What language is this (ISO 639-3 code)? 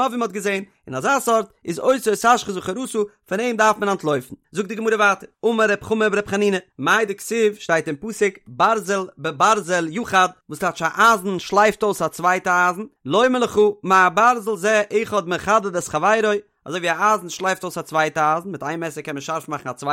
yid